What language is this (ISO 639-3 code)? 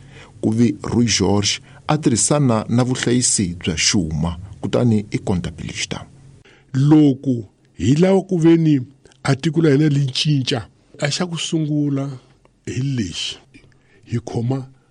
tso